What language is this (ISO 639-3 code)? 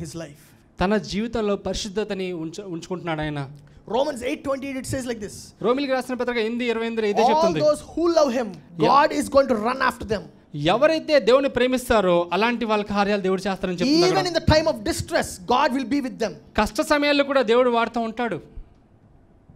tel